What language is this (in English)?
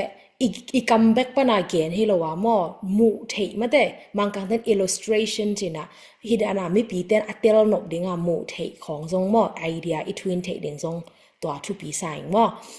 Tedim Chin